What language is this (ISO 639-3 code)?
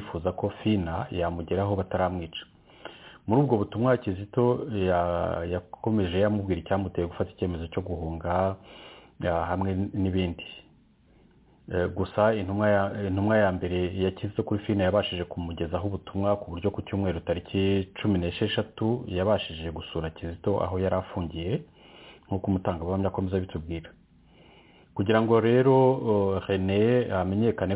kin